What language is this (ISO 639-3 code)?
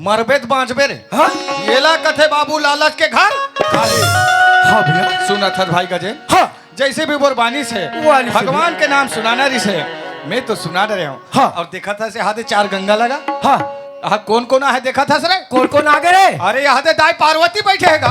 hne